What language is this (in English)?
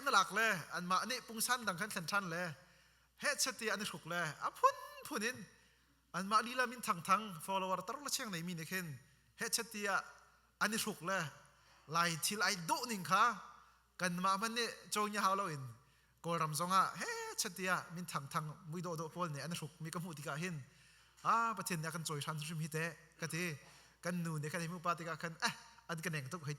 Hakha Chin